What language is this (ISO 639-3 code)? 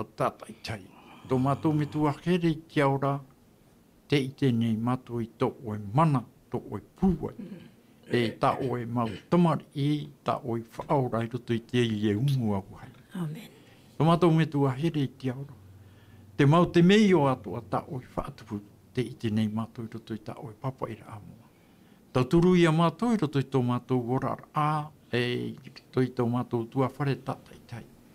tah